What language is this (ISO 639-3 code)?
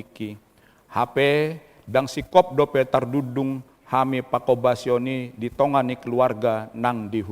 bbc